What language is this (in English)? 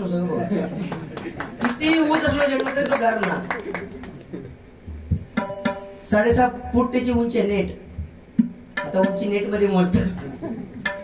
Marathi